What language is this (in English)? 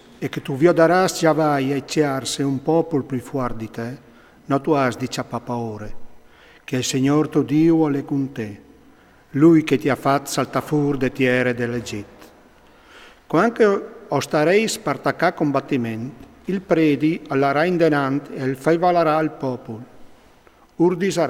Friulian